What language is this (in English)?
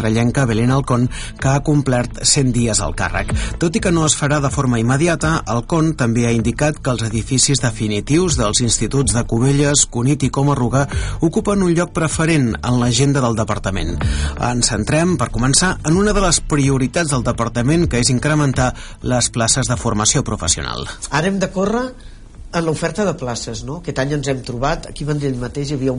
Catalan